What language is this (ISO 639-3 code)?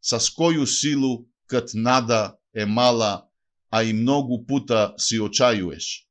mkd